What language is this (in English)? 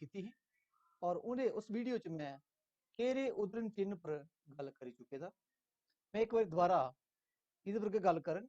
Dogri